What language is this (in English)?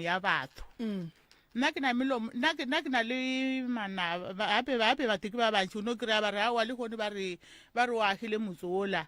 Northern Sotho